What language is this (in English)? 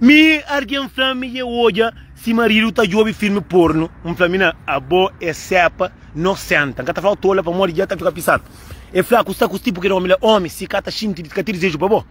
Kabuverdianu